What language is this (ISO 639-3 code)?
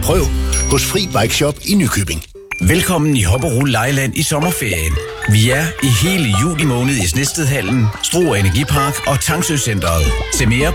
dan